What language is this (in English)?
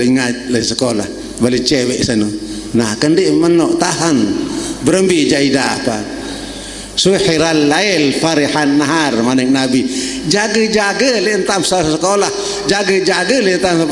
Sasak